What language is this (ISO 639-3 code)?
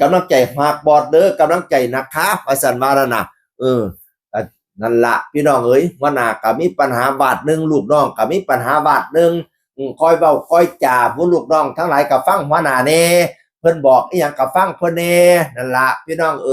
tts